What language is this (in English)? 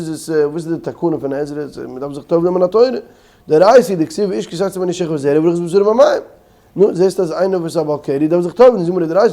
Yiddish